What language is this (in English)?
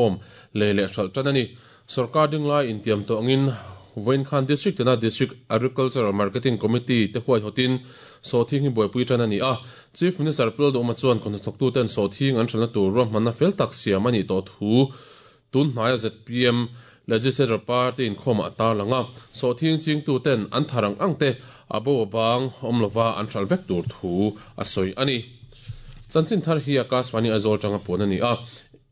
Mizo